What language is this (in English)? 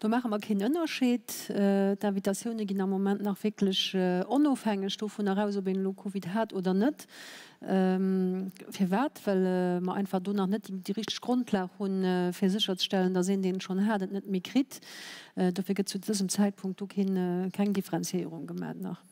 Luxembourgish